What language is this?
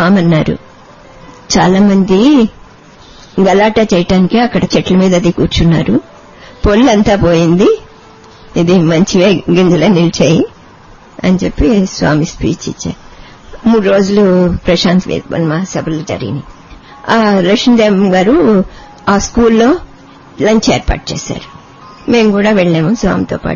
Telugu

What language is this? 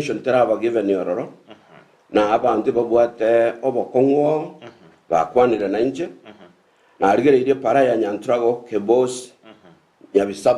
Gusii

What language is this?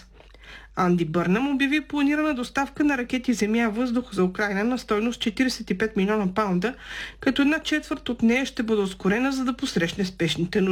Bulgarian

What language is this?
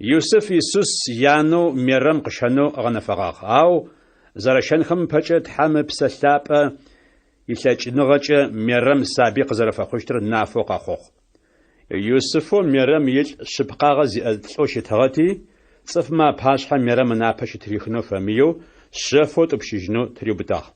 Adyghe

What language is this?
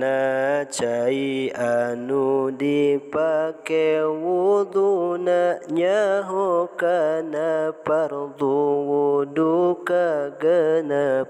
Sundanese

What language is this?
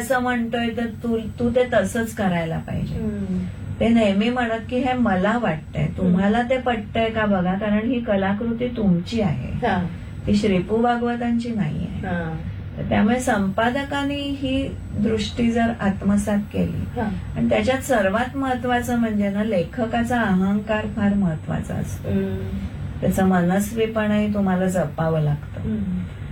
Marathi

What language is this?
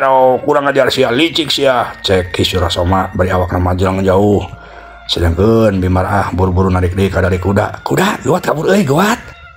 Sundanese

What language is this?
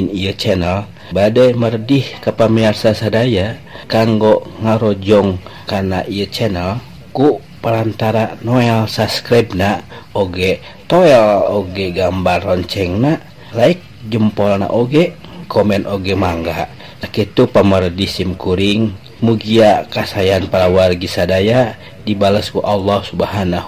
Sundanese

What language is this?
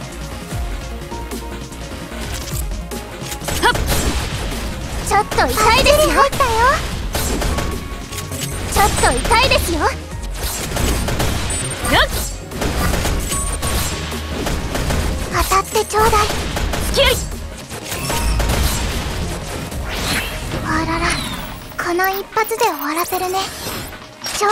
Japanese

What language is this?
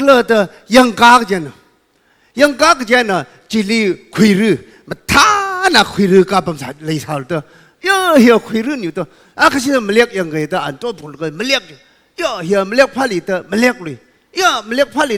Tangkhul Naga (India)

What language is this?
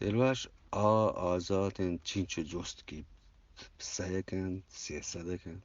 Eastern Balochi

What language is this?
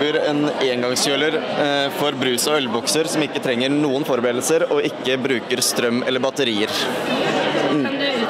Norwegian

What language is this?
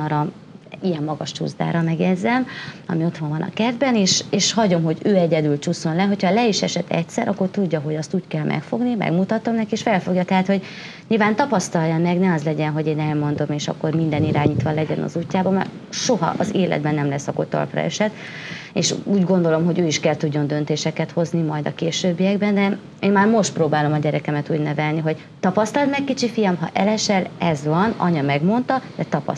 Hungarian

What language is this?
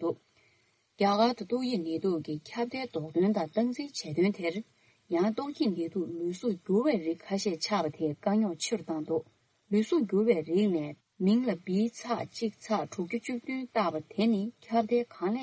Tibetan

